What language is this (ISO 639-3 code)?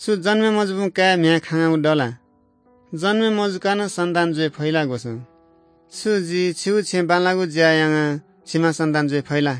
new